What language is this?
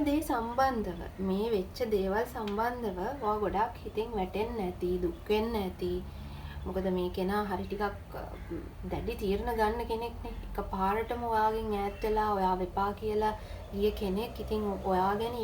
Sinhala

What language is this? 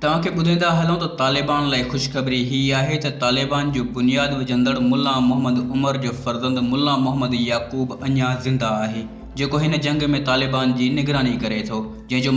Sindhi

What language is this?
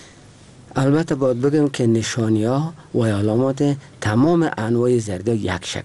Persian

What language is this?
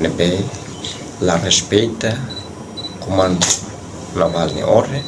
Tetum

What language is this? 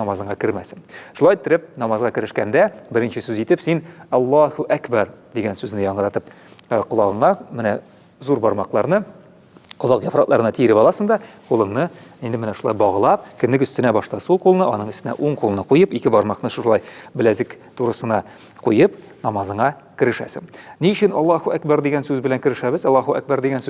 Tatar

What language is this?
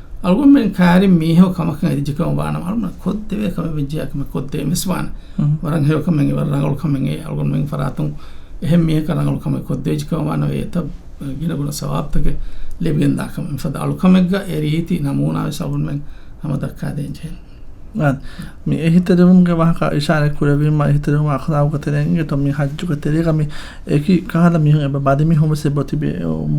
Divehi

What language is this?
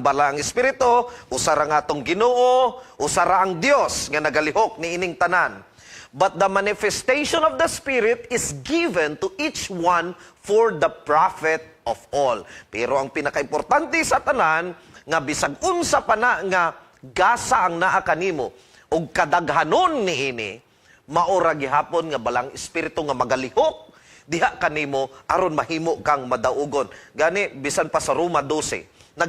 Cebuano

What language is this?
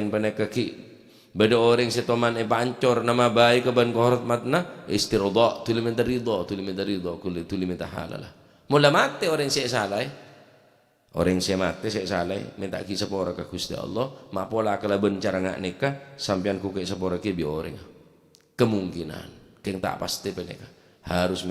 Madurese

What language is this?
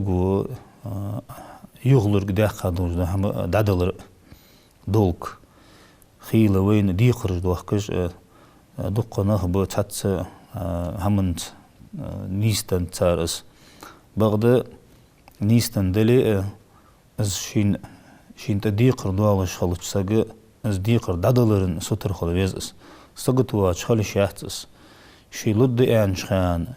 Ingush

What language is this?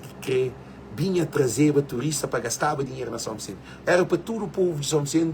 Kabuverdianu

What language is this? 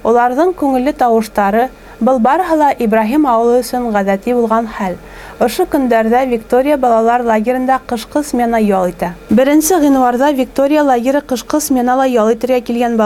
Bashkir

